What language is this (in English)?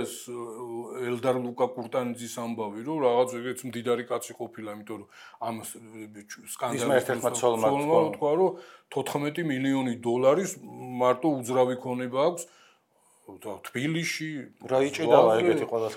Georgian